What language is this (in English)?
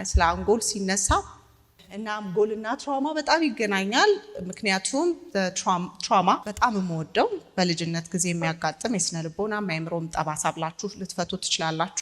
Amharic